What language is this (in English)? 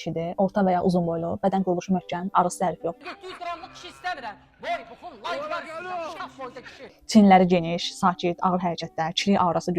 Azerbaijani